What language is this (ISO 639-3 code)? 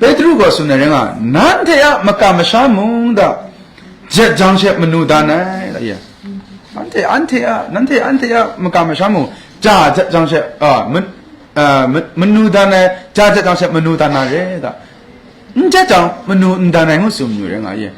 kac